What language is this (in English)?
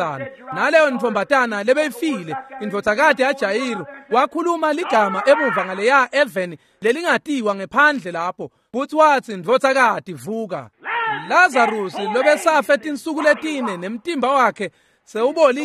Swati